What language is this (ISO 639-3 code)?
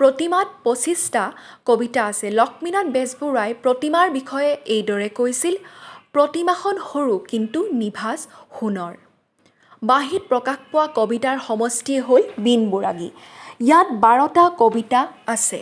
asm